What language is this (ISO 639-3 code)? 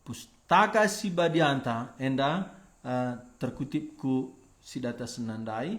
btx